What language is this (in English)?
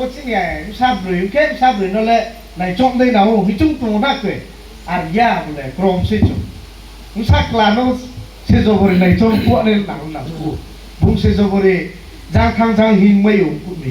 Riang (India)